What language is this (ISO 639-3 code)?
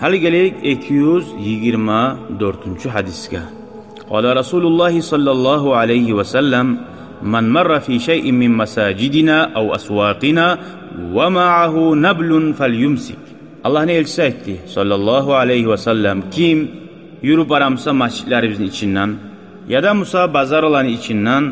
kum